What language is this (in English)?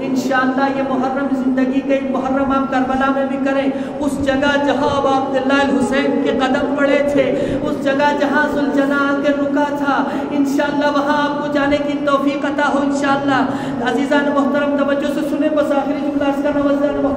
Urdu